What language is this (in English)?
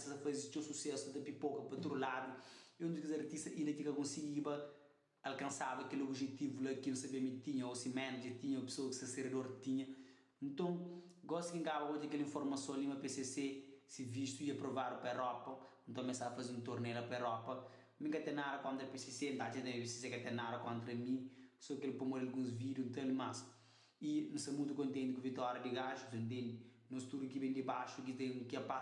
Kabuverdianu